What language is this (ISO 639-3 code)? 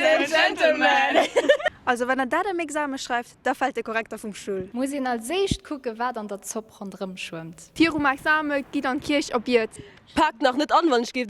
ltz